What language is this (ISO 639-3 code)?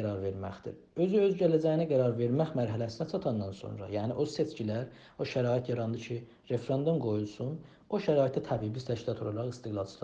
azb